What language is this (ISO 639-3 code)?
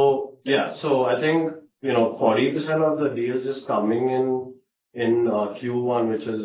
eng